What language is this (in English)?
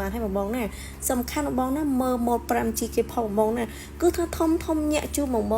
Khmer